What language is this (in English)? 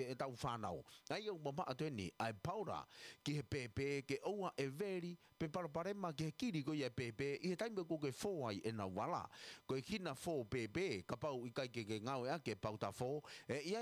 Tongan